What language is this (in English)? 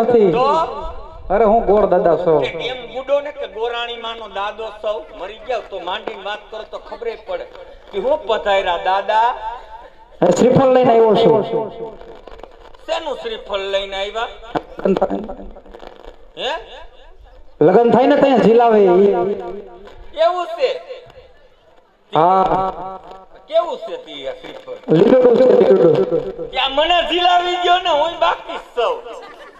Gujarati